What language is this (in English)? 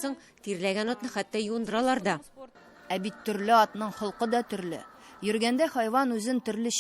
Tatar